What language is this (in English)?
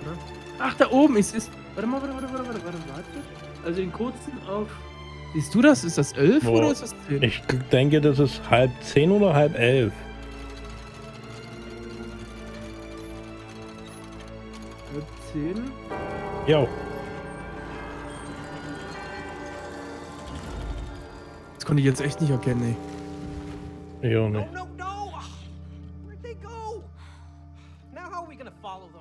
German